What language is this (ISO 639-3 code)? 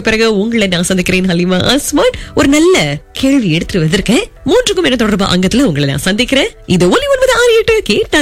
tam